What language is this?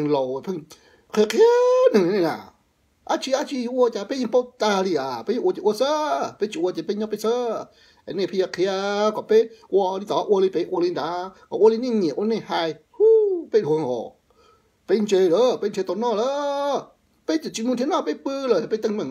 Hmong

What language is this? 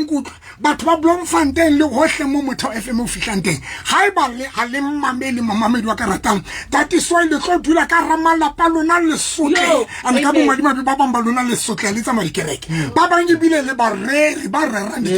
Southern Sotho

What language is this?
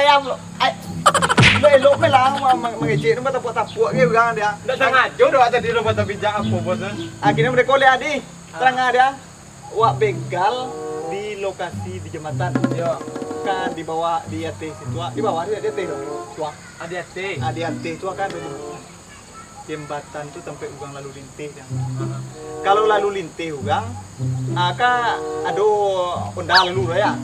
Minangkabau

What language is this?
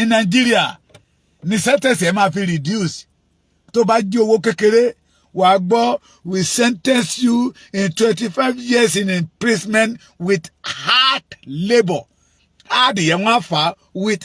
Yoruba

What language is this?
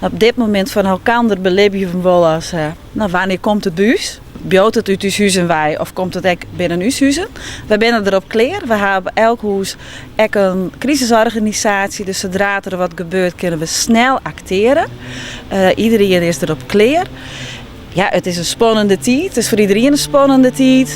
Western Frisian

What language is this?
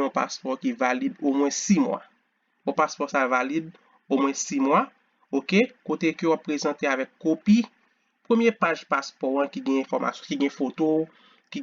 Haitian Creole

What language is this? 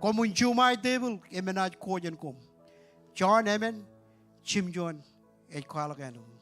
Marshallese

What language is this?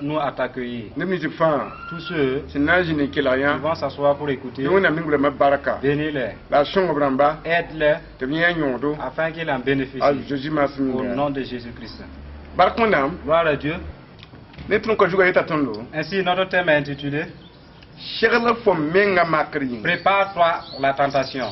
Mossi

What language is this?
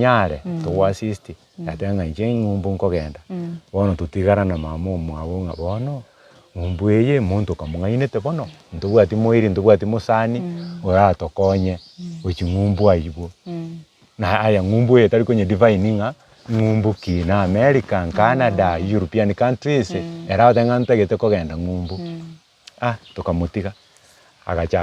Gusii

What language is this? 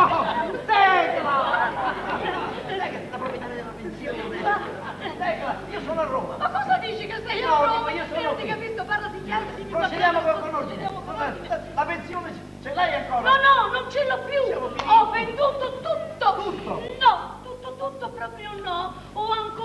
Italian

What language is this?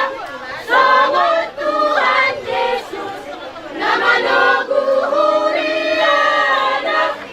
Batak Toba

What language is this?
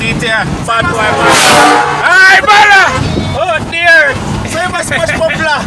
Jamaican Creole English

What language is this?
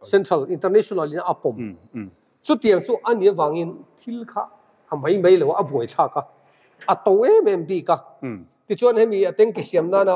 Mizo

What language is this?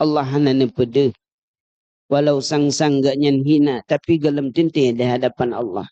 Achinese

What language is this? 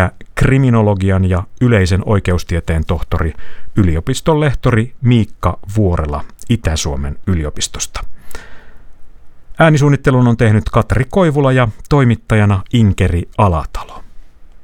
Finnish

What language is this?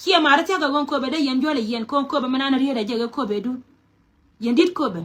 Nuer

